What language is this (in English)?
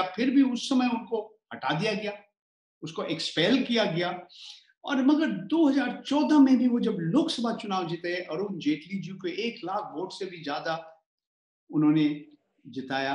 Hindi